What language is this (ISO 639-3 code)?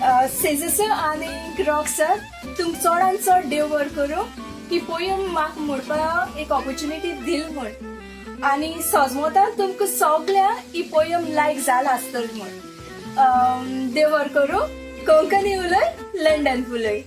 kok